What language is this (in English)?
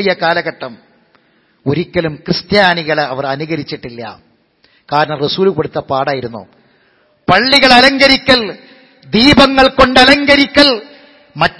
Malayalam